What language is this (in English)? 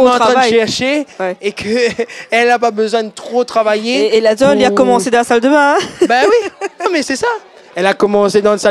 Réunion Creole French